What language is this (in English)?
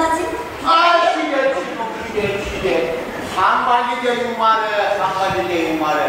Chuvash